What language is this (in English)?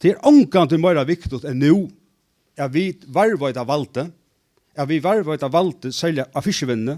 Faroese